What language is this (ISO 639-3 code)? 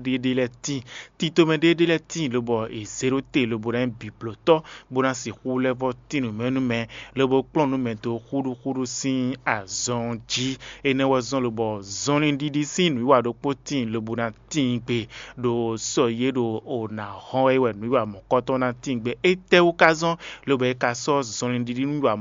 fon